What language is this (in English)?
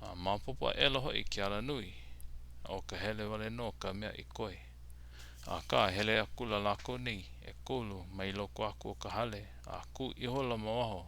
Hawaiian